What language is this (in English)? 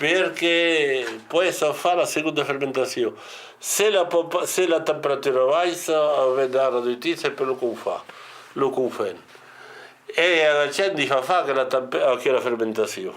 Occitan